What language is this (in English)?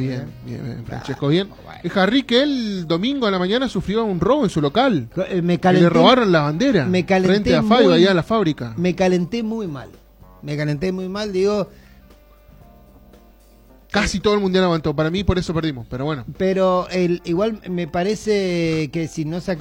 Spanish